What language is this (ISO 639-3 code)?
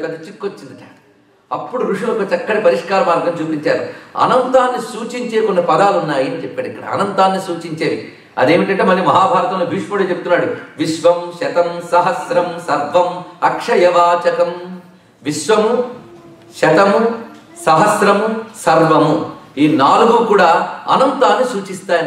tel